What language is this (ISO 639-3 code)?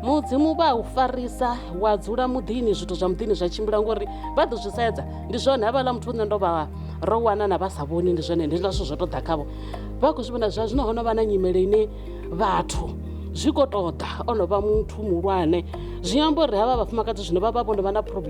ven